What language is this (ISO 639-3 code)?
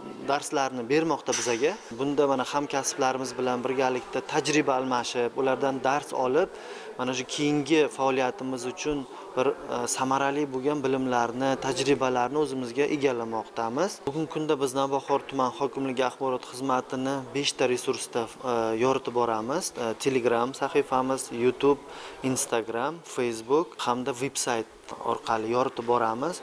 uzb